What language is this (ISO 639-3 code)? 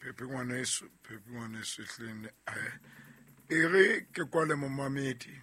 sot